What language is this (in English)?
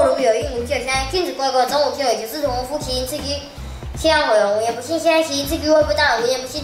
Literary Chinese